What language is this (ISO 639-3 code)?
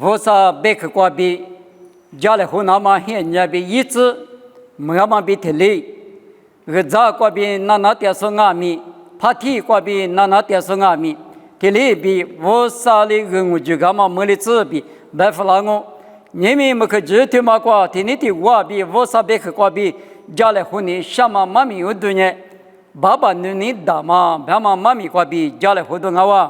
lis